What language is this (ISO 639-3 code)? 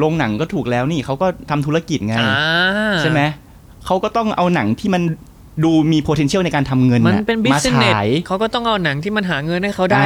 tha